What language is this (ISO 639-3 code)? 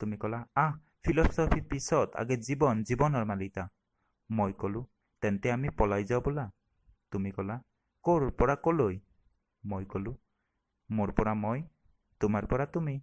asm